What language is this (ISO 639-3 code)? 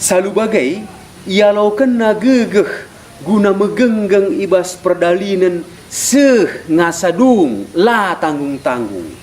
btx